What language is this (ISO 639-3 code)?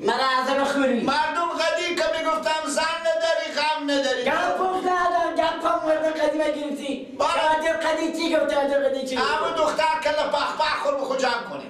fas